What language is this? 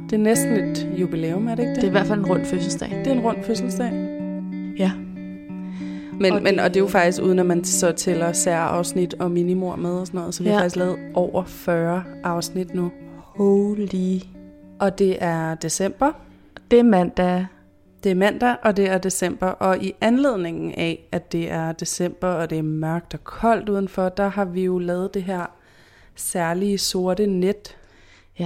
Danish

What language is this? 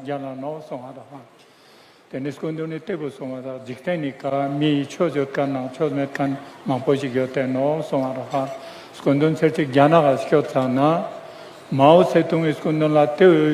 Tibetan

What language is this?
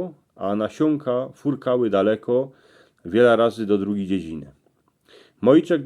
Silesian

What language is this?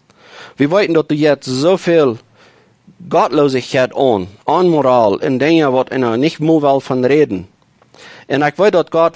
Plautdietsch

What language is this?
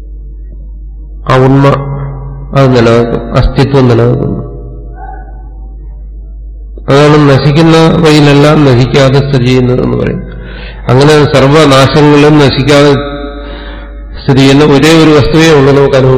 Malayalam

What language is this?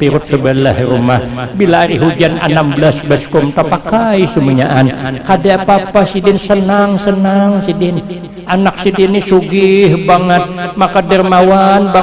Banjar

